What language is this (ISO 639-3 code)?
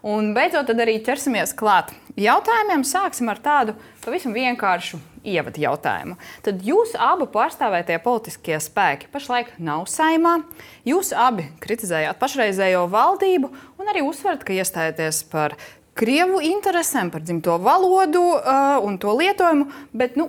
lav